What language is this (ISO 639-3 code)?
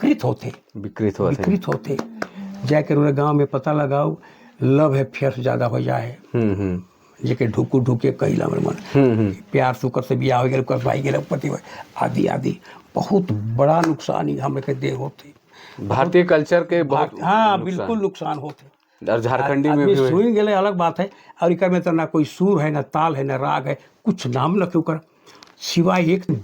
sck